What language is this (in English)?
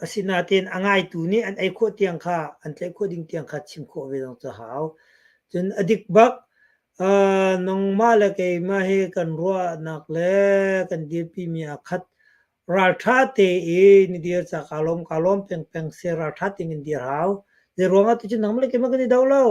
Hakha Chin